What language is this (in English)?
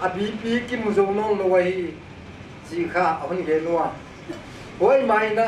Paite Chin